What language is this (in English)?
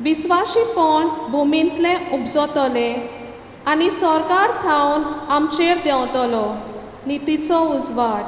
Konkani